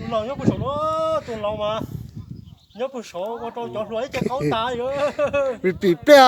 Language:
Hmong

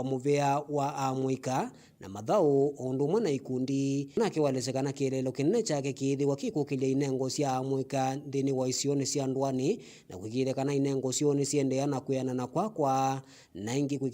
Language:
Kamba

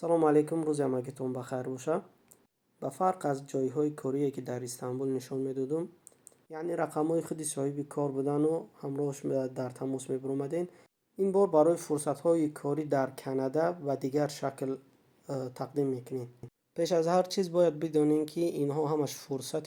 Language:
Tajik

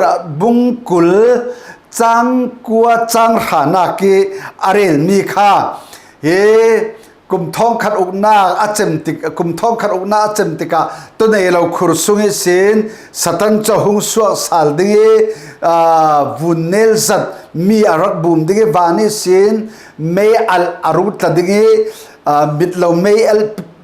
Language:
Falam Chin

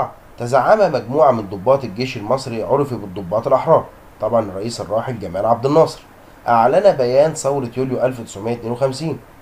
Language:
Egyptian Arabic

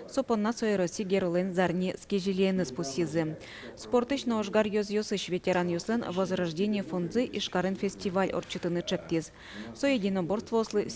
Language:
Udmurt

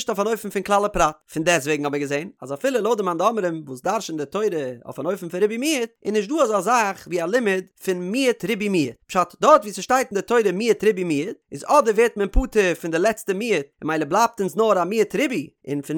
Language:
Yiddish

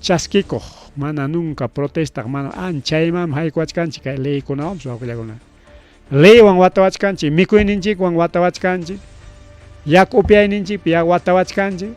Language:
Ayacucho Quechua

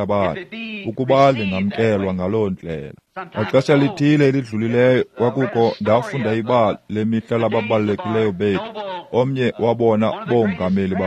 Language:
Xhosa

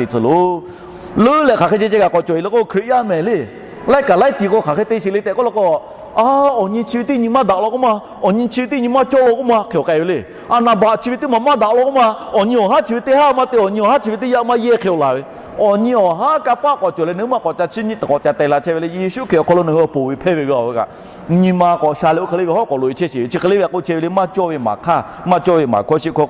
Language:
Lahu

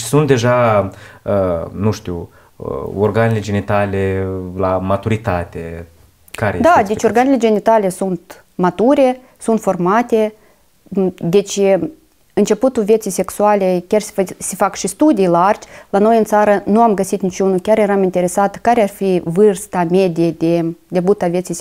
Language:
Romanian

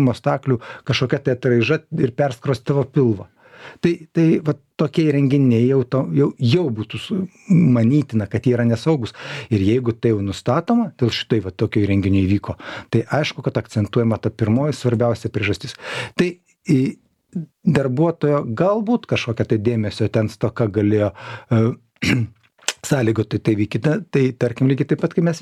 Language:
Lithuanian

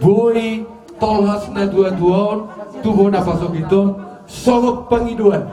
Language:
Batak Toba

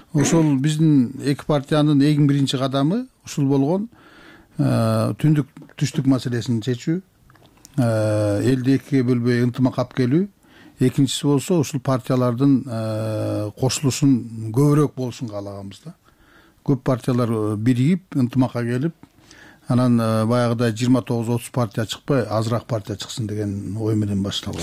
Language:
Kyrgyz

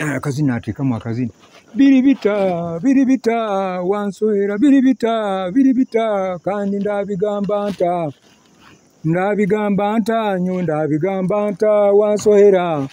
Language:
Nyoro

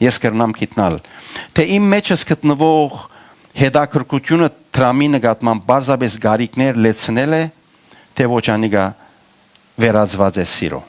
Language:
Western Armenian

